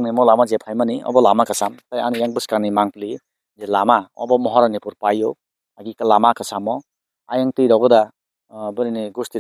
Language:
Kok Borok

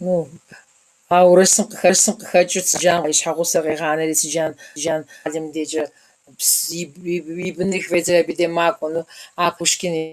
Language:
Kabardian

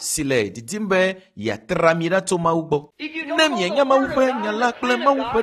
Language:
Ewe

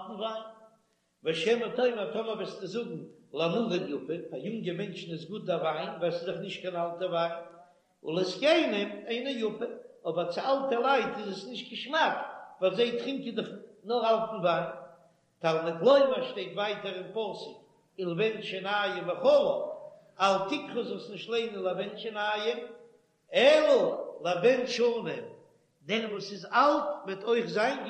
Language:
Yiddish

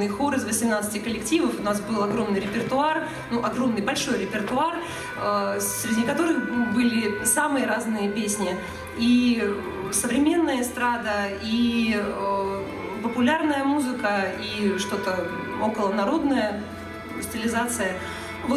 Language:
Russian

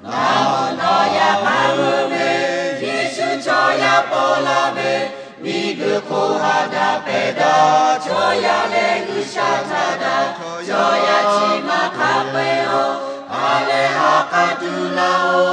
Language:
Lahu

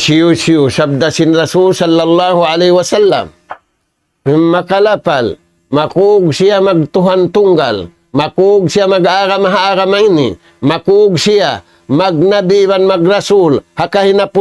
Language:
Tausug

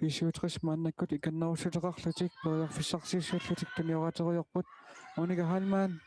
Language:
Kalaallisut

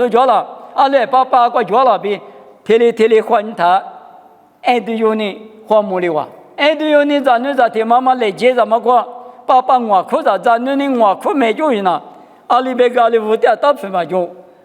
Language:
Lisu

